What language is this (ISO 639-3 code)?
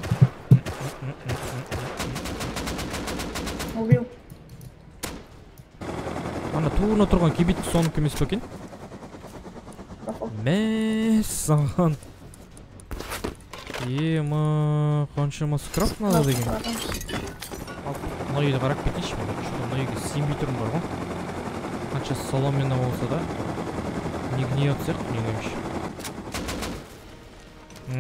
kaz